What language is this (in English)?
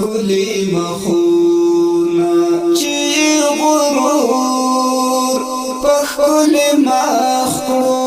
Pashto